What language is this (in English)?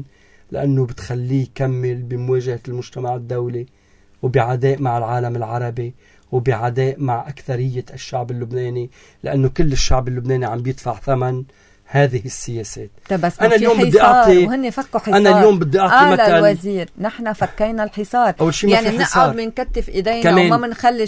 North Levantine Arabic